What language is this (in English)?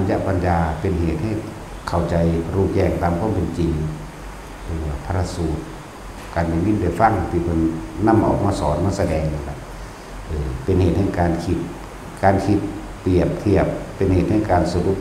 Northeastern Thai